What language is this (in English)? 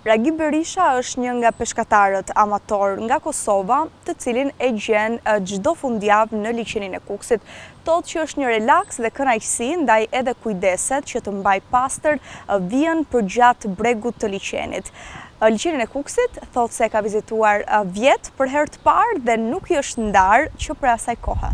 Albanian